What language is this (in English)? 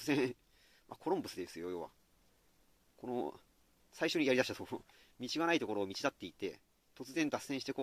Japanese